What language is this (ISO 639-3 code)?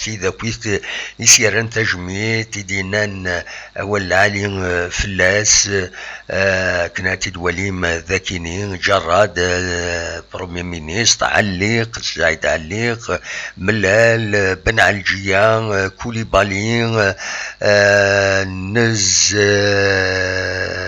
kab